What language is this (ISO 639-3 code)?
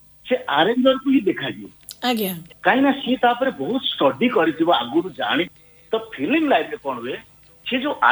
ori